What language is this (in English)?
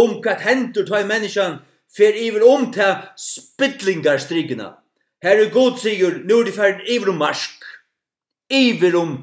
Faroese